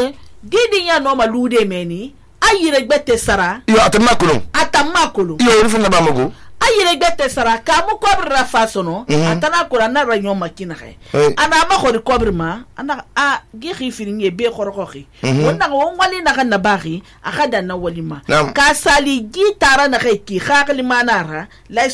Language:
Susu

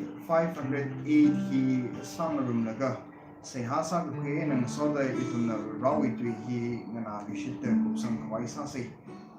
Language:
Tangkhul Naga (India)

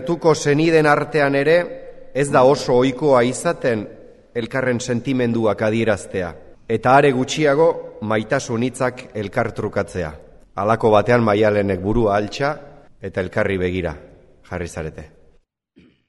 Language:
Basque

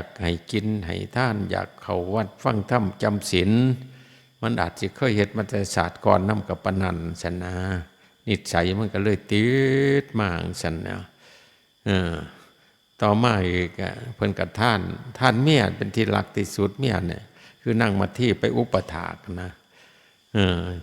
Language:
Lao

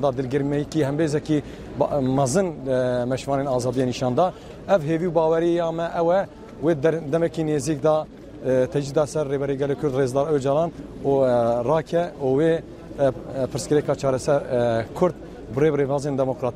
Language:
Kurdish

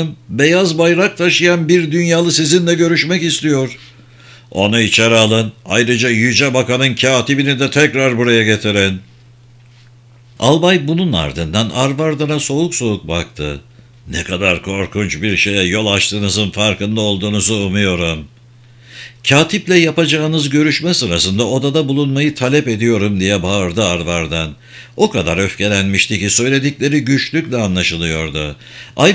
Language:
Turkish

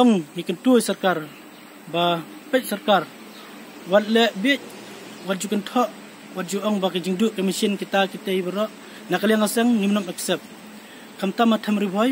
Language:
Khasi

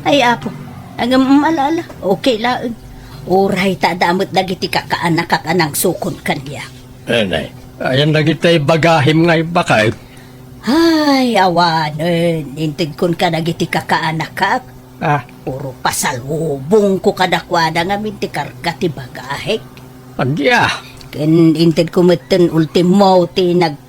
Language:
Iloko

